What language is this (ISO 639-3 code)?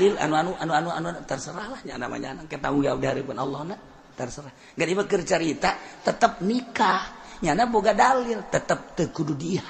sun